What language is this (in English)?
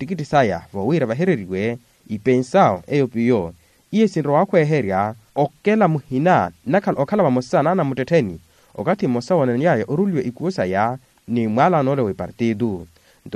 Makhuwa